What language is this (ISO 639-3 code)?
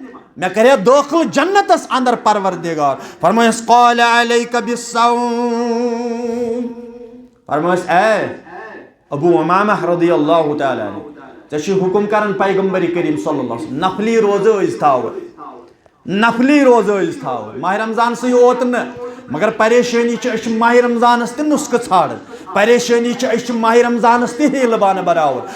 kas